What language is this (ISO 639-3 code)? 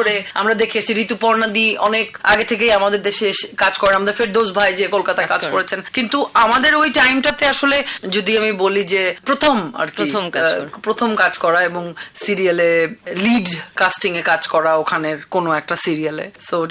ben